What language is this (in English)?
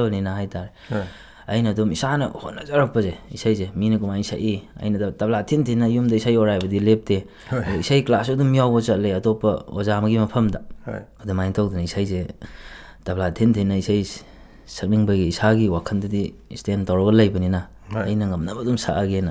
Manipuri